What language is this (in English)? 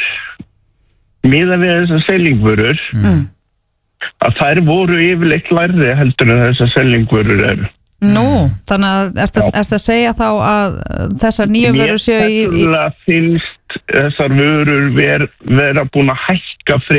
Icelandic